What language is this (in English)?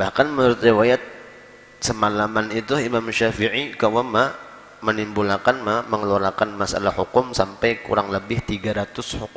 Banjar